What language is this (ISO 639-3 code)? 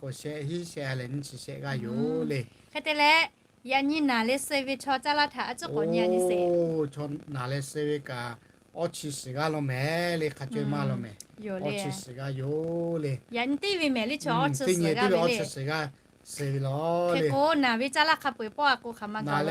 lhu